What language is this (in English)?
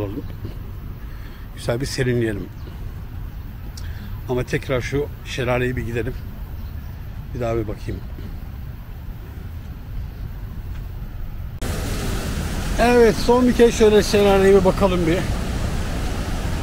Turkish